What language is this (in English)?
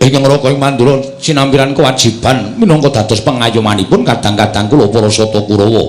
Javanese